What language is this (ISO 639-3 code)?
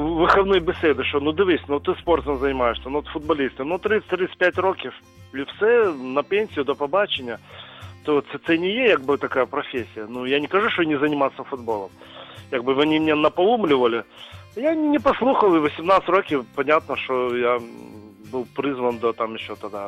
ukr